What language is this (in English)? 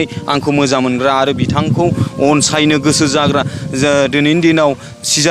Bodo